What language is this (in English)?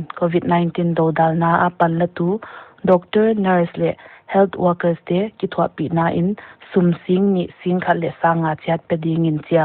Paite Chin